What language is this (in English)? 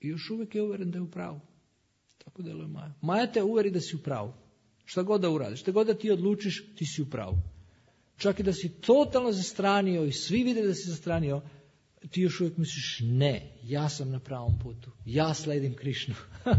Serbian